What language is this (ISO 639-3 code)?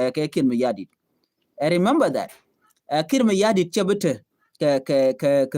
nus